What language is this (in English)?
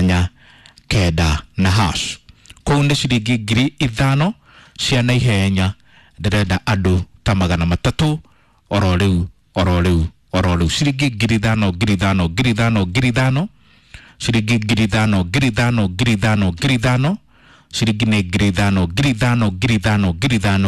Kikuyu